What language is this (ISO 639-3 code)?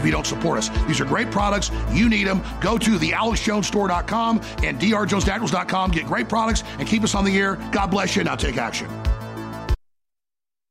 eng